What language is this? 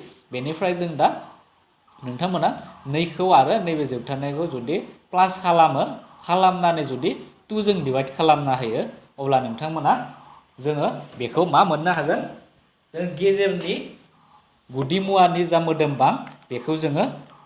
Bodo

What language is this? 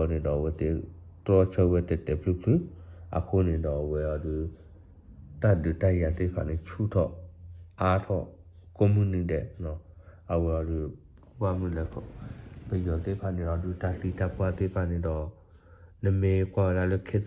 S'gaw Karen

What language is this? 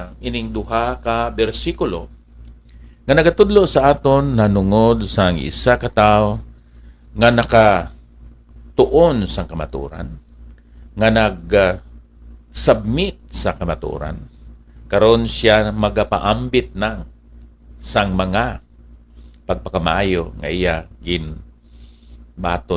Hiligaynon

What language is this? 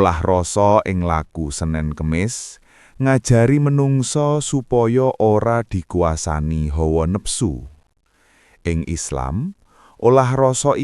Javanese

